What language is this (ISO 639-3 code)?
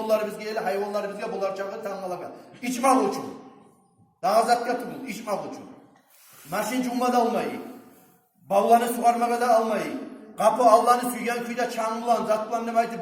kum